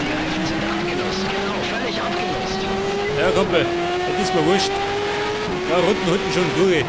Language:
Bavarian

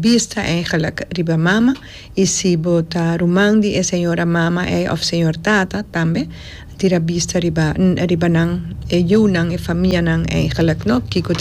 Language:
Papiamento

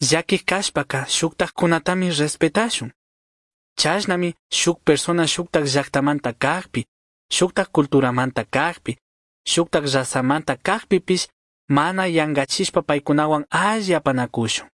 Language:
Chimborazo Highland Quichua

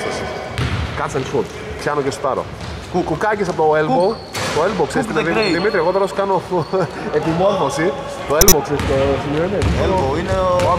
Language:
Greek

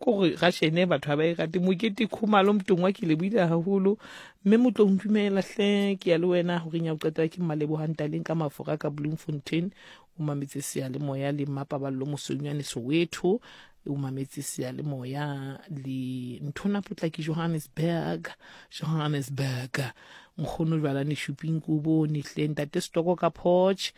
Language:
Southern Sotho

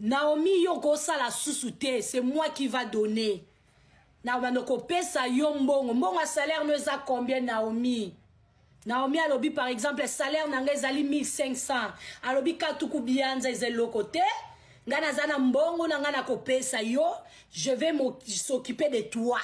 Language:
Lingala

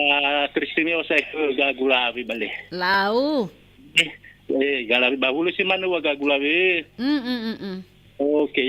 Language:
Nias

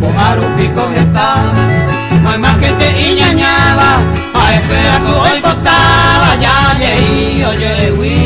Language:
Guarani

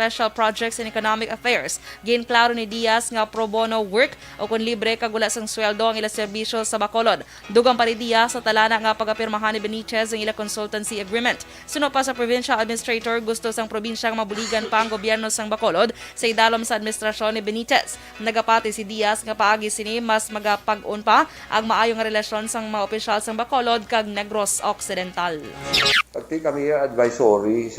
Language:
Hiligaynon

